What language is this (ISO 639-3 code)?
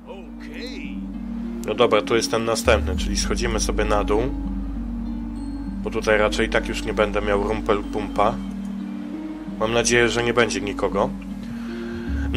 pol